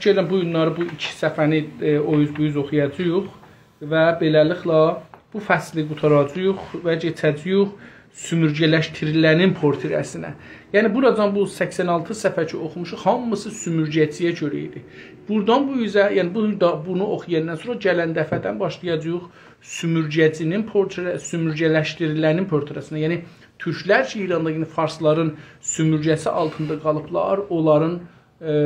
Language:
South Azerbaijani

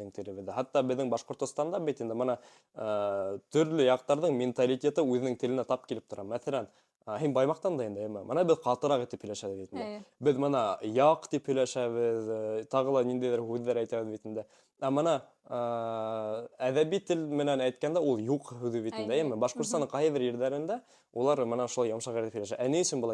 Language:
Bashkir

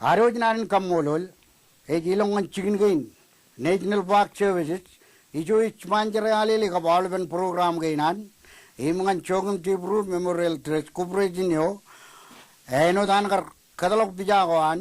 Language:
Marshallese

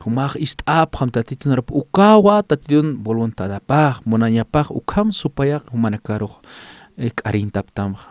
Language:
Aymara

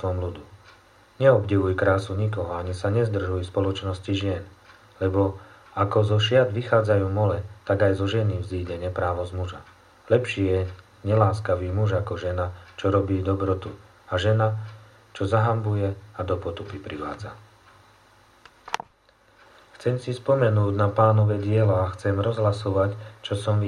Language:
Slovak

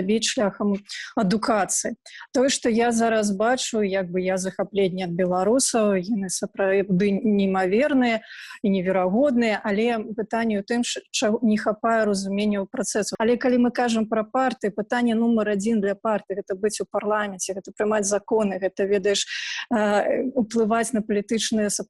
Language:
Belarusian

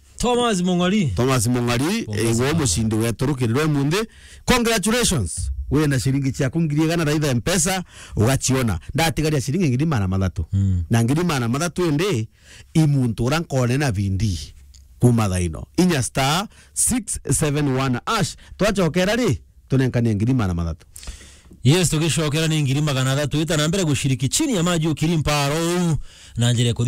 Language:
Meru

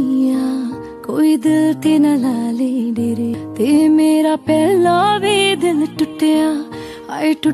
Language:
Punjabi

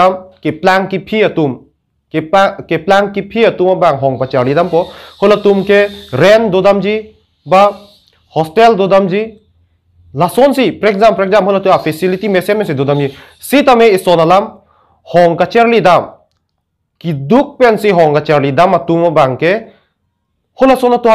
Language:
Karbi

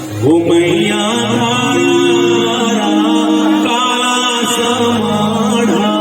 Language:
Chhattisgarhi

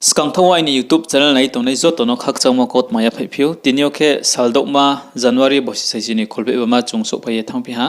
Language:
Riang (India)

